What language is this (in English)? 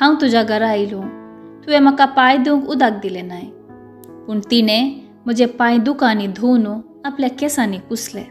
Konkani